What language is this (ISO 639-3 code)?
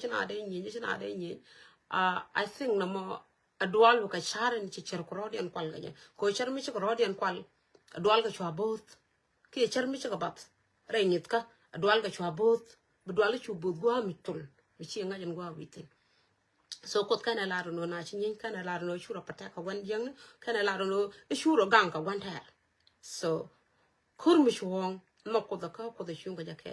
nus